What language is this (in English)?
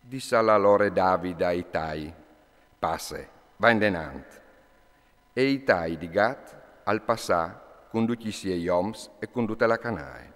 Friulian